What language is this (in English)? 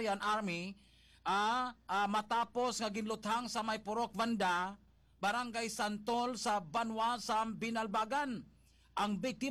Hiligaynon